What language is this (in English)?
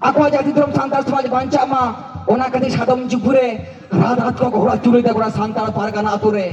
Santali